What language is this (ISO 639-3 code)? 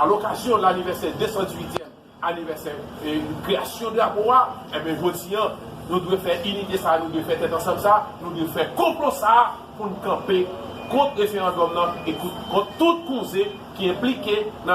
hat